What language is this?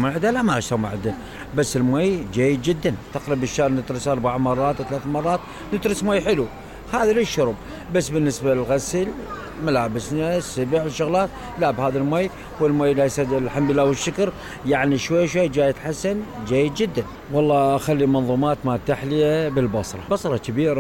Mesopotamian Arabic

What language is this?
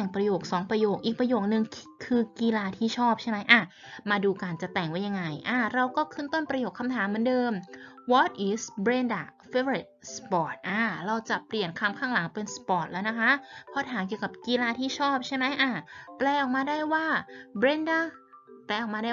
Thai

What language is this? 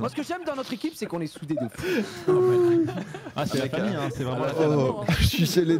French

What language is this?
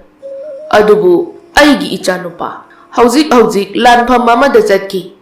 Manipuri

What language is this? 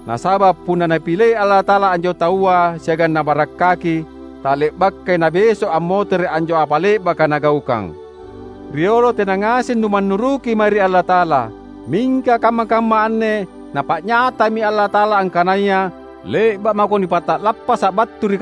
Makasar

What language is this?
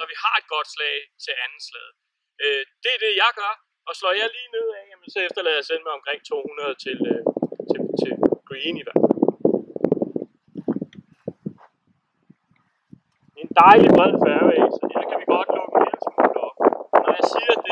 Danish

